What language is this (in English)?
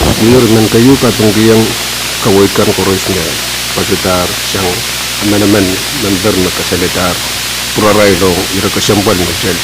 Pohnpeian